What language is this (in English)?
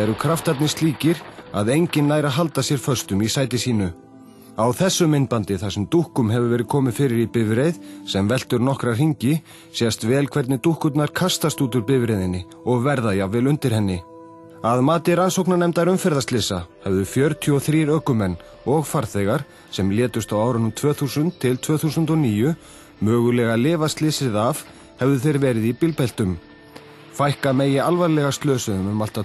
Icelandic